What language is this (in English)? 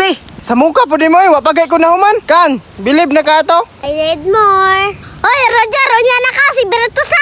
Cebuano